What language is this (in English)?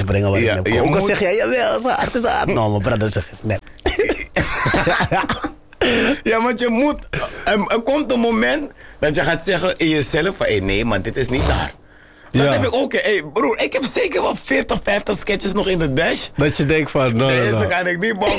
Dutch